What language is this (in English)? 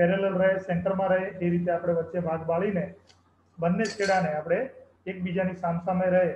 Gujarati